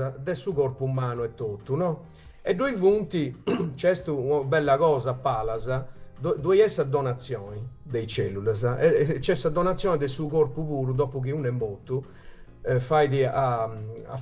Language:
Sardinian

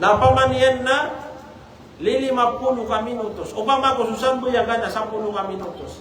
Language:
Maranao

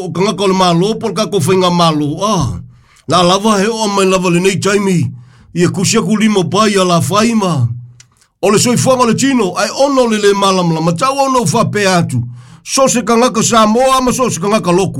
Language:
Samoan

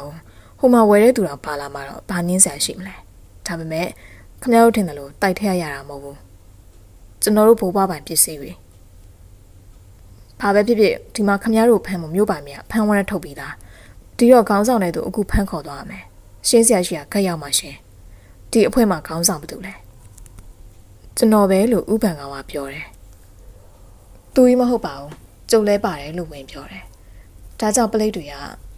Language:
Burmese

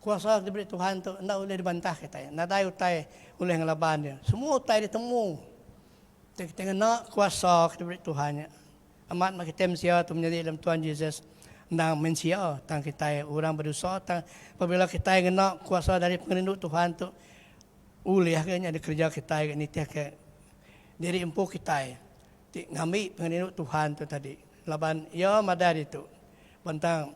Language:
Iban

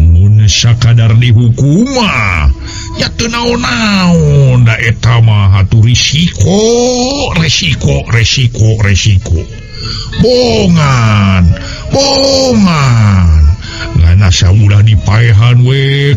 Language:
Sundanese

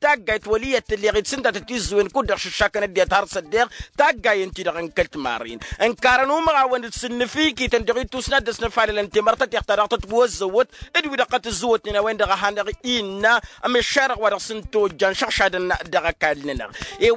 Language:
Tamasheq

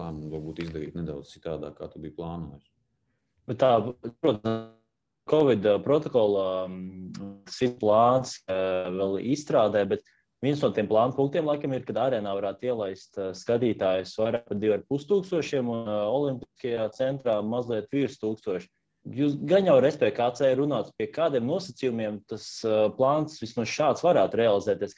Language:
Latvian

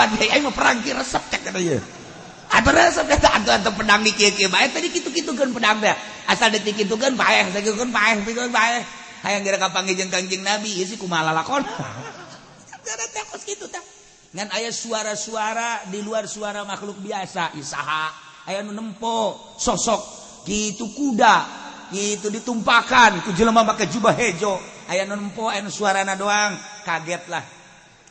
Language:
Sundanese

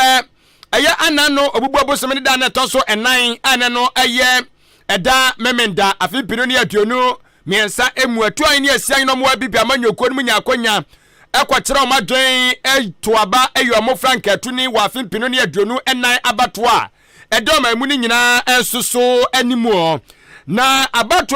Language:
Akan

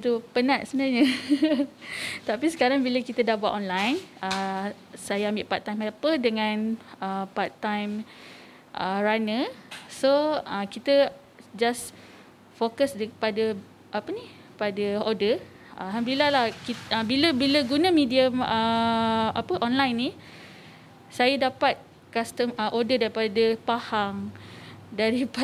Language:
Malay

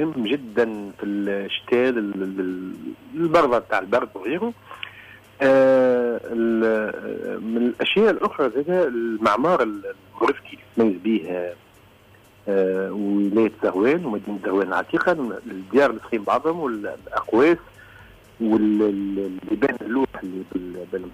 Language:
Tunisian Arabic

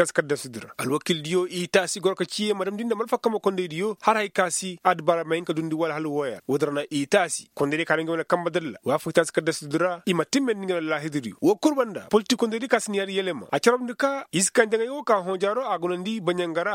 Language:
Koyraboro Senni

